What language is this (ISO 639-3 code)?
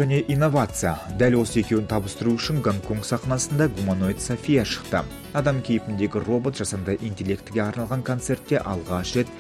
kaz